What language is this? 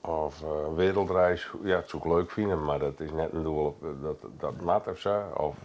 Western Frisian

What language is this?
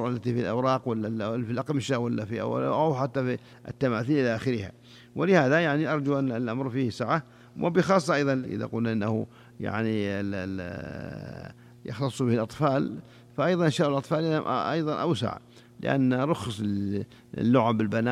Arabic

